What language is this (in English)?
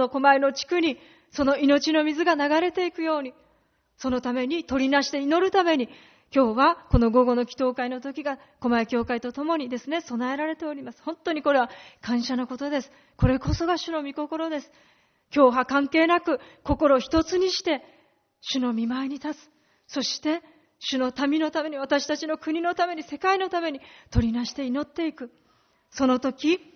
Japanese